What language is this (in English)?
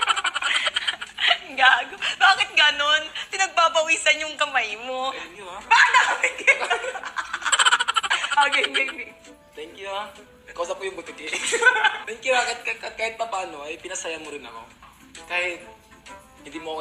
Filipino